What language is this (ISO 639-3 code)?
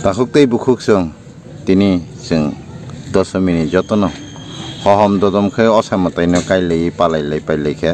trp